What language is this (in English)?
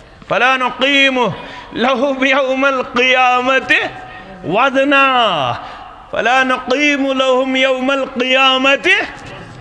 Kashmiri